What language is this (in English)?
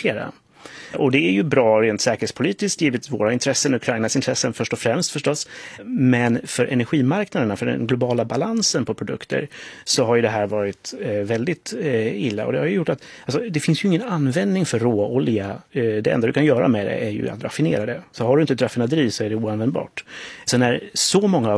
Swedish